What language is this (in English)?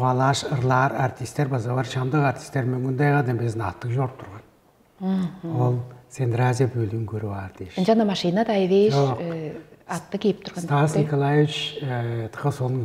Tuvinian